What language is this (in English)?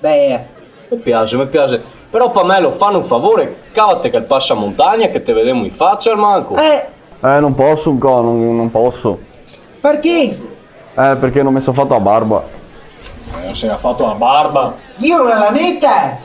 Venetian